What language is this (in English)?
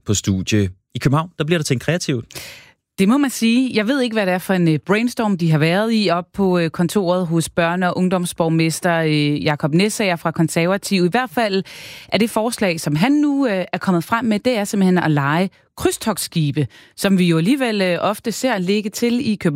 Danish